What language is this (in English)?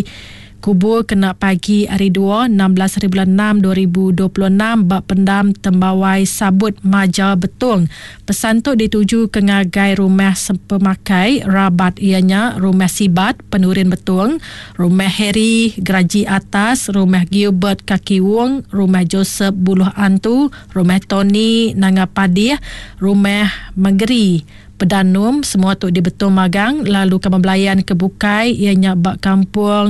Iban